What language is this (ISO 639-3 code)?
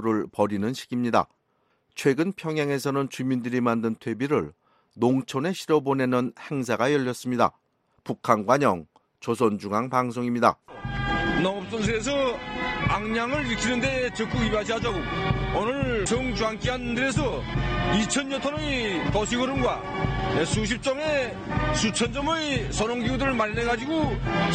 kor